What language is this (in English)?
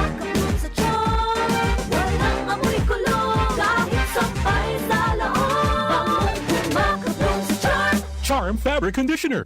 Bikol